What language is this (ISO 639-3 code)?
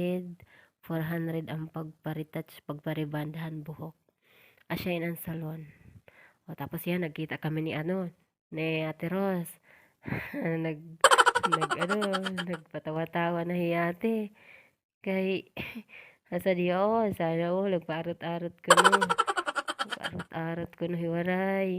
war